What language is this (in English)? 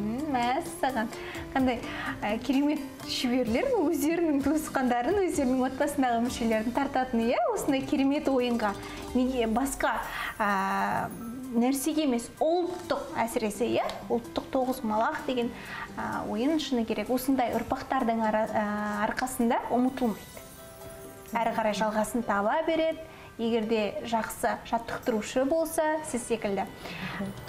Kazakh